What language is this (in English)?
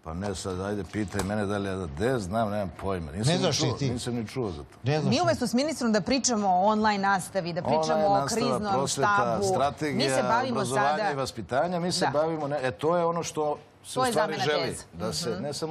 Serbian